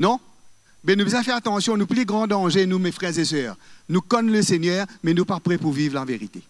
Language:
Morisyen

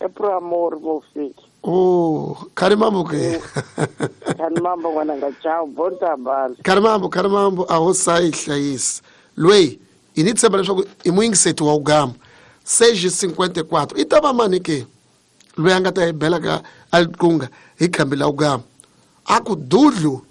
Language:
Tsonga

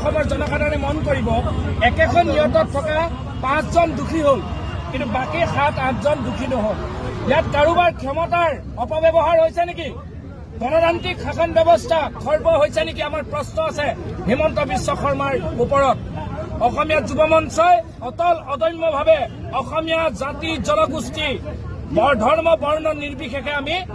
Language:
Assamese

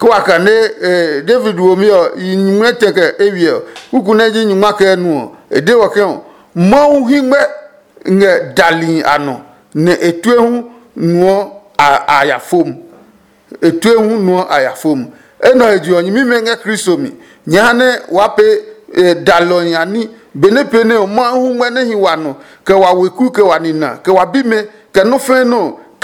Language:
Adangme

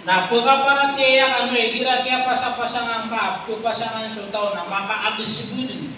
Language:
Maranao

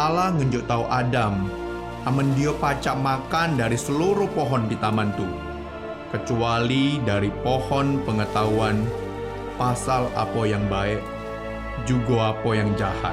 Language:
Musi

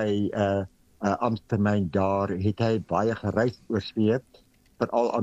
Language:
Afrikaans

